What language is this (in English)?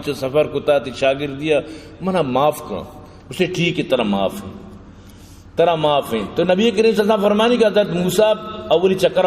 Baluchi